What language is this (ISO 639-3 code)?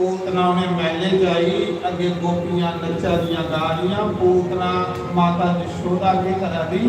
doi